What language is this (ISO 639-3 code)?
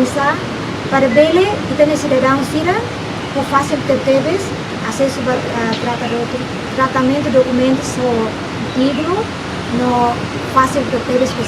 tet